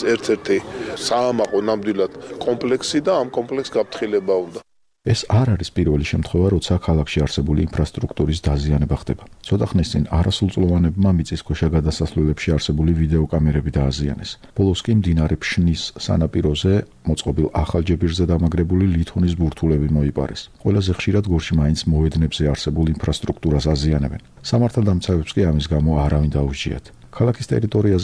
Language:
Georgian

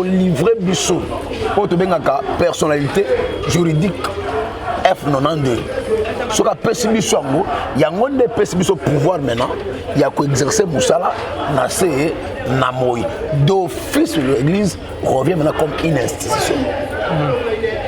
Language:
Lingala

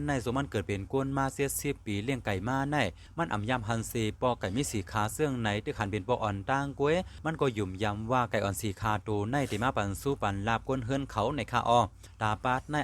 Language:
Shan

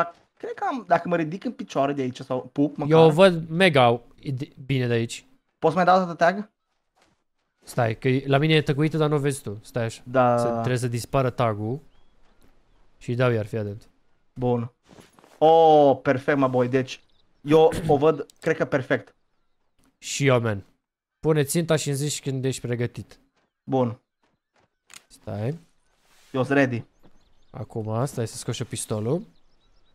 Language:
Romanian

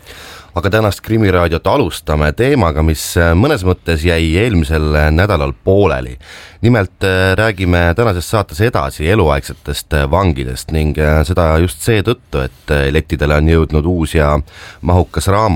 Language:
Estonian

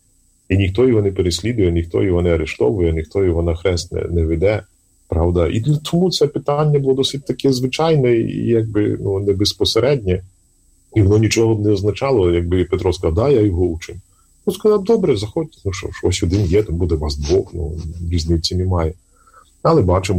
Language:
Ukrainian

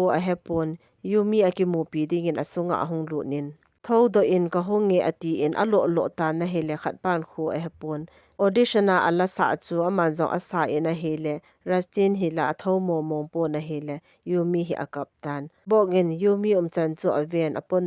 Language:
Thado Chin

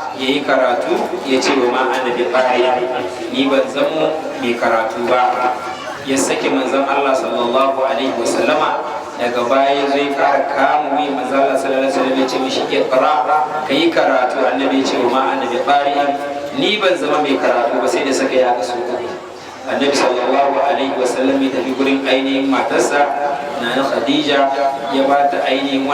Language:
Hausa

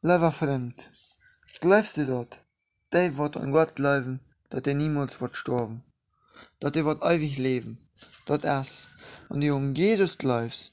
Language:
Plautdietsch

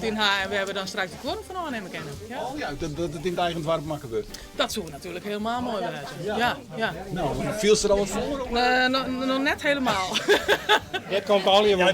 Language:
Western Frisian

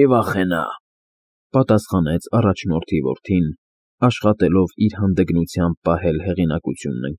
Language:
Armenian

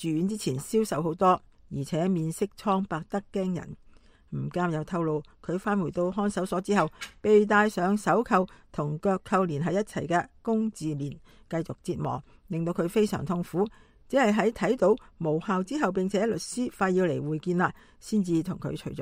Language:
Cantonese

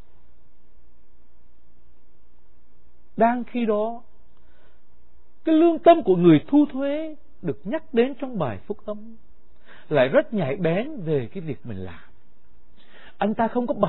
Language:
Vietnamese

